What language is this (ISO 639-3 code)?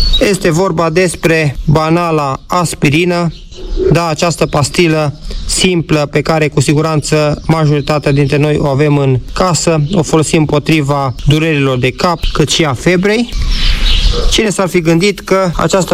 ron